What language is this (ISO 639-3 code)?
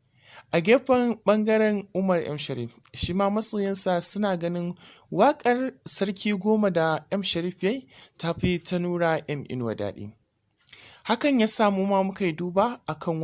hau